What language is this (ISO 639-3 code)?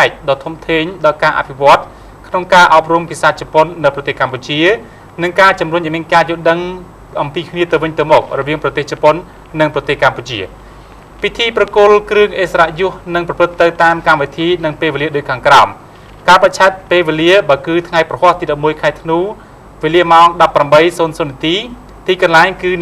khm